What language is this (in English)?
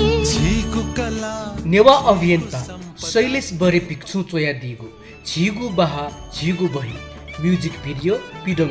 Newari